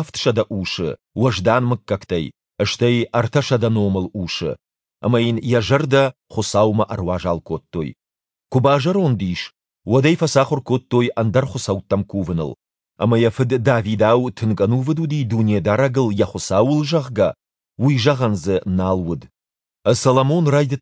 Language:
Ossetic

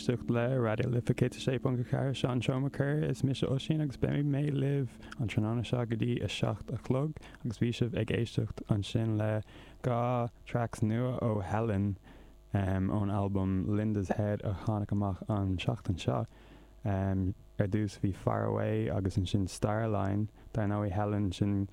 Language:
Irish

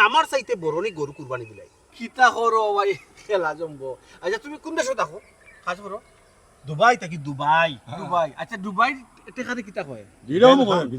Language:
Sylheti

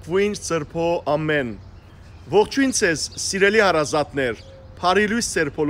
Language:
Armenian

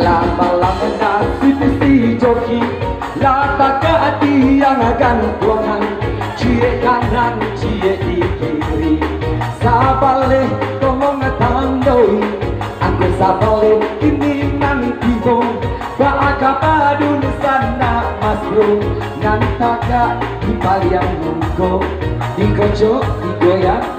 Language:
Minangkabau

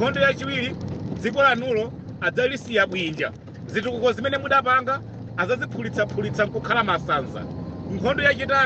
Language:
Nyanja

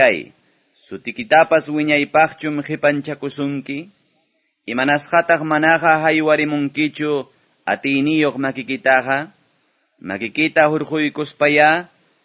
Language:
Quechua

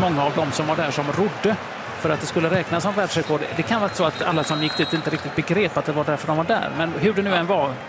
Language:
Swedish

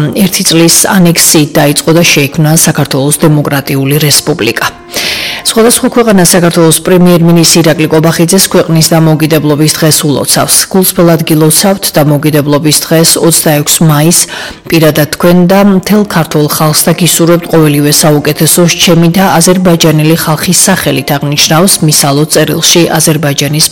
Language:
Georgian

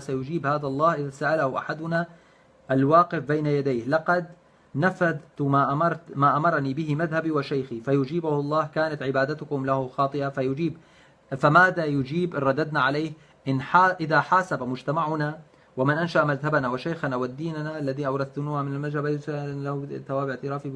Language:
North Levantine Arabic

